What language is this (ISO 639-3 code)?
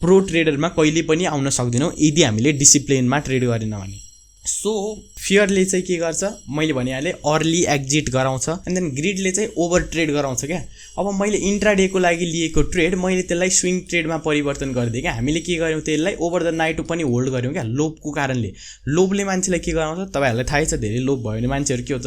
nep